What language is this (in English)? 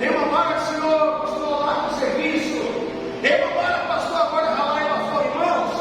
Tetum